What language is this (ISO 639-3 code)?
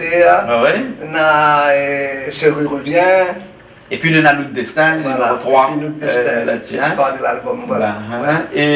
rcf